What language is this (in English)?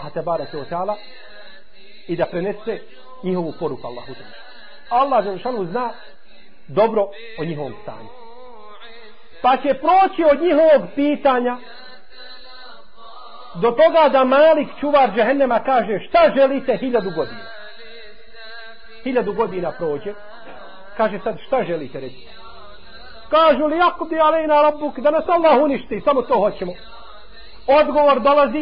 Bosnian